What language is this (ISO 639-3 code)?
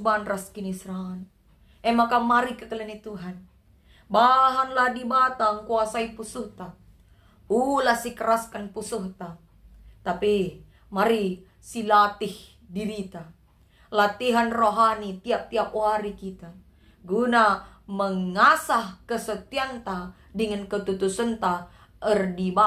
btx